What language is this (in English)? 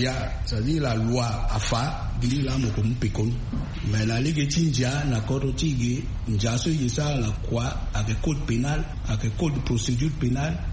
Sango